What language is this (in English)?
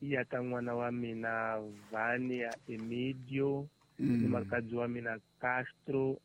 Tsonga